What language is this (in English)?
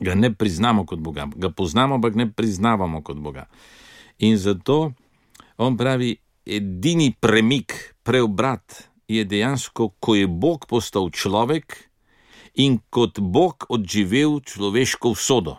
Slovenian